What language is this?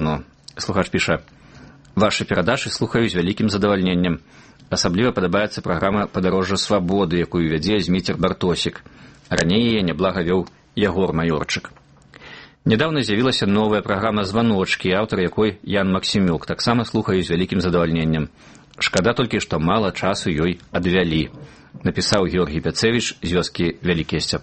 Belarusian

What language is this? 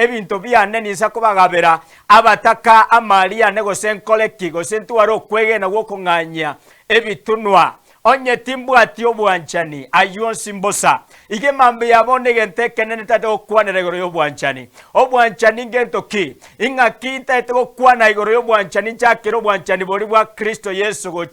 Gusii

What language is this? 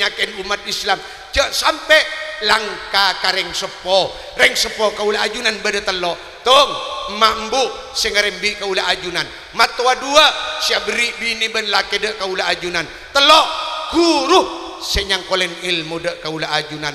Madurese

